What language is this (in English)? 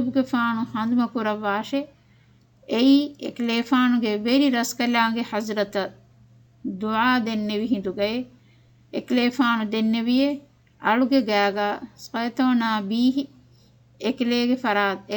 Divehi